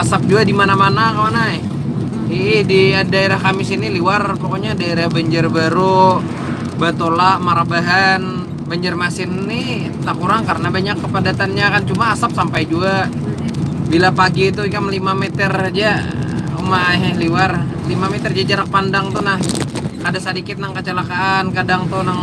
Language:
Banjar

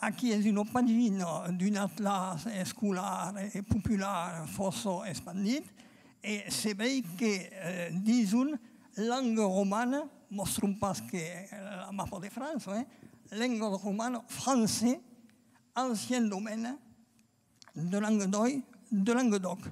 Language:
Occitan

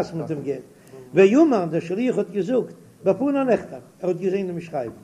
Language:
Yiddish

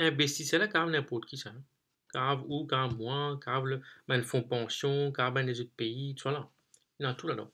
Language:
Morisyen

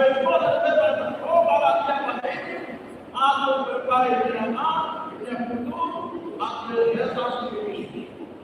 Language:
Tetum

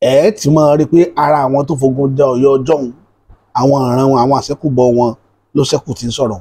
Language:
Yoruba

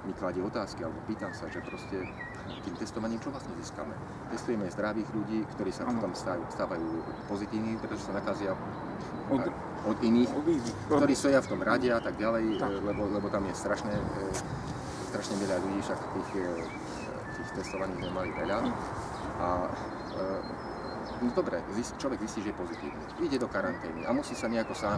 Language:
Slovak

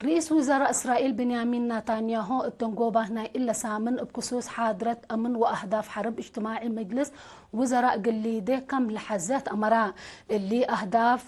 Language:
Tigre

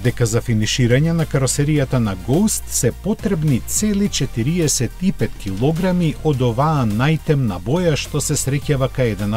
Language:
Macedonian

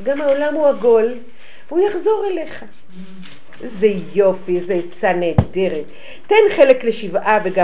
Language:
Hebrew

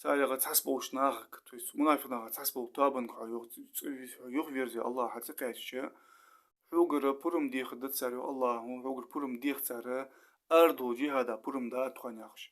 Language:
Ingush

